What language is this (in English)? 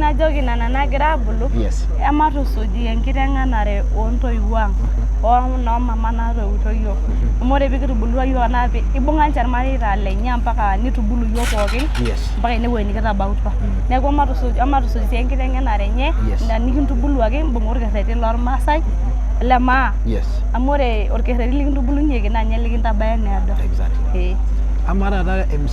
Masai